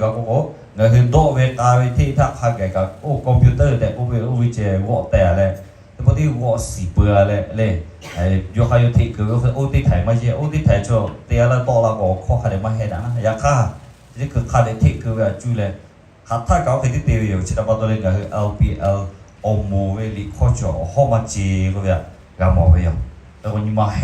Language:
Lahu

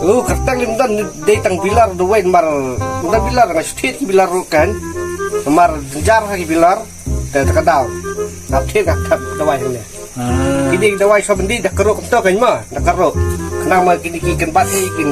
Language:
Khasi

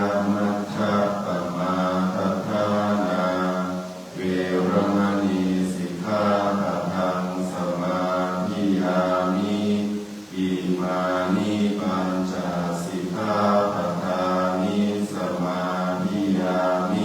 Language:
Pali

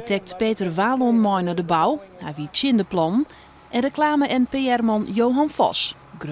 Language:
Western Frisian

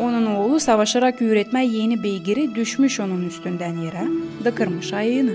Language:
Gagauz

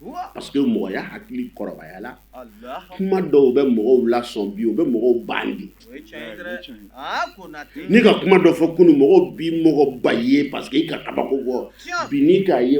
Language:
Bambara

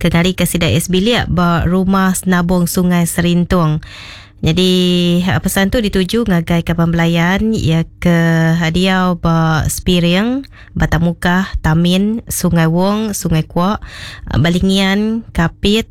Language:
Iban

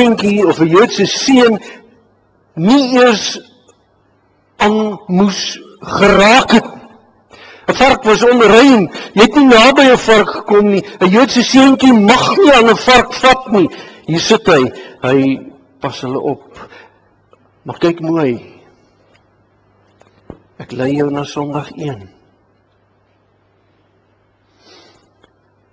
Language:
Afrikaans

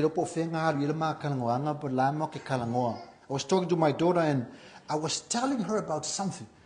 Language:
Samoan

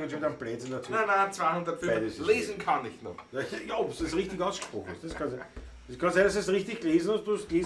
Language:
Bavarian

